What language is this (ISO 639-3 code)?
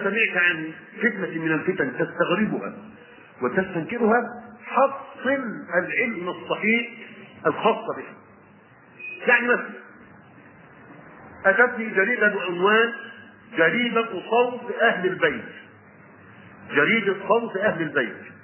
ara